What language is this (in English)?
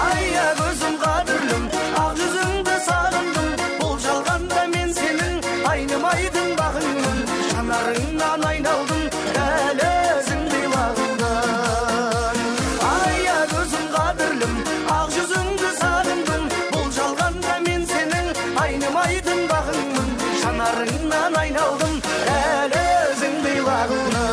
Kara-Kalpak